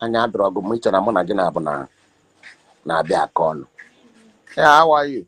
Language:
Igbo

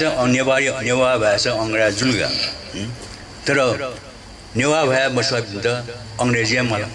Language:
Newari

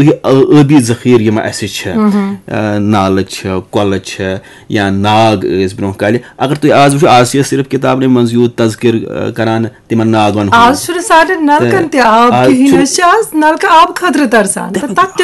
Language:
Kashmiri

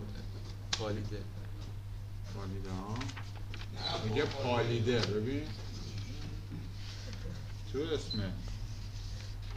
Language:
Persian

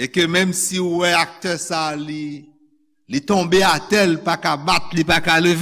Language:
Haitian Creole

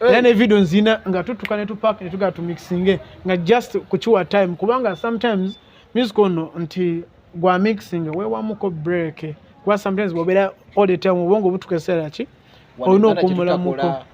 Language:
Ganda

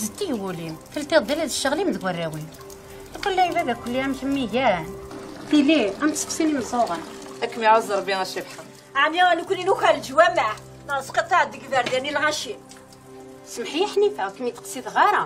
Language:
Kabyle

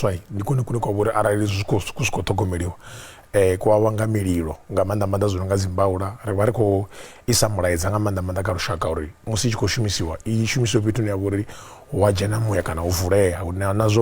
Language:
Venda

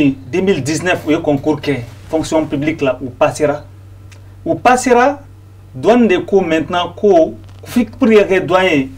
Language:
Bambara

